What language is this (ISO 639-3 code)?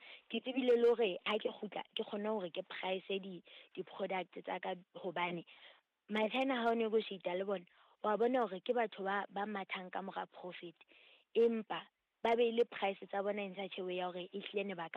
sot